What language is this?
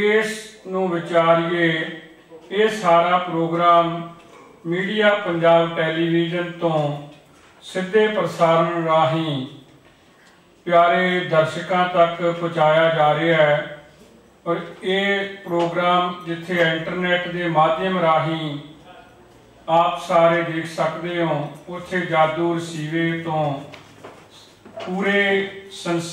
Punjabi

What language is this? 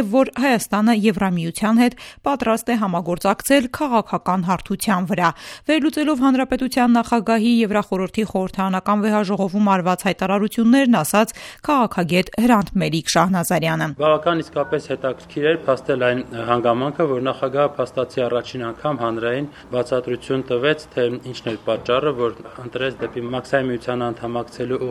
Armenian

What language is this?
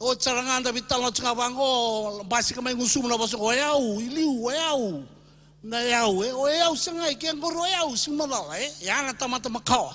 Fijian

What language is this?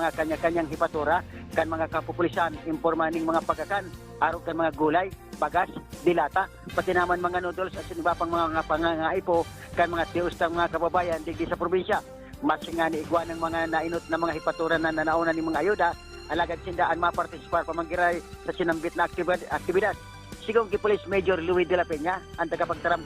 Bikol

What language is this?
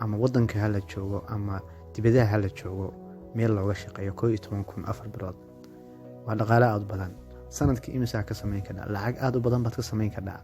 Somali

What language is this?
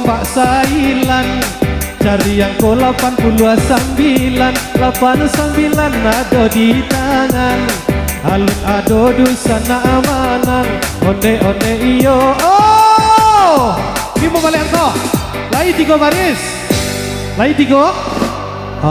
Minangkabau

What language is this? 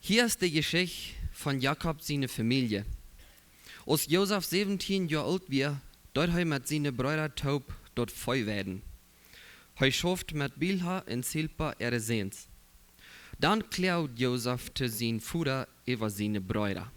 Plautdietsch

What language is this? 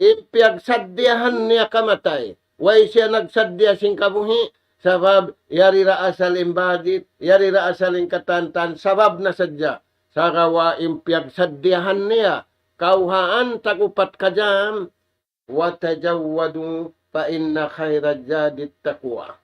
Tausug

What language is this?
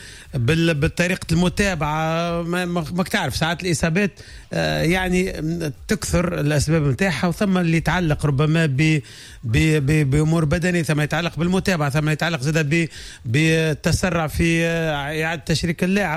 Tunisian Arabic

